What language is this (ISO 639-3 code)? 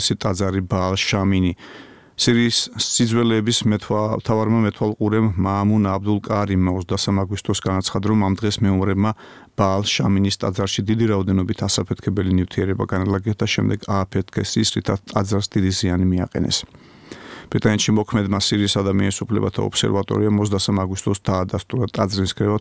kat